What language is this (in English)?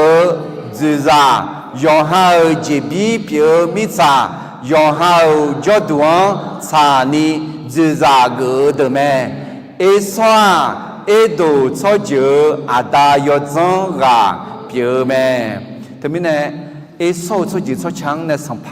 Akha